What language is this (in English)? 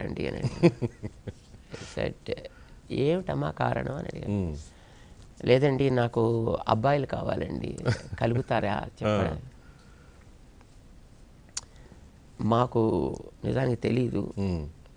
Telugu